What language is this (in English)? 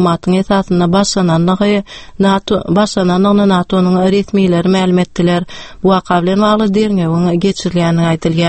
Turkmen